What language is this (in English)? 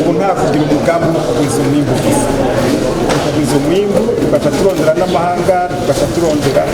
Rundi